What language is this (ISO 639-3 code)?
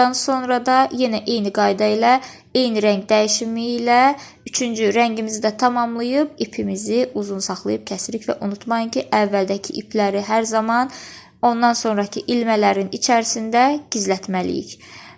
aze